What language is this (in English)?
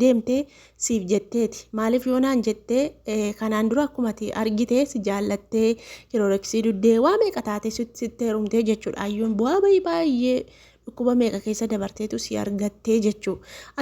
Oromo